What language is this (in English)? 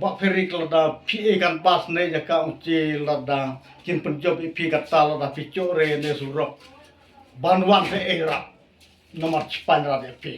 Khasi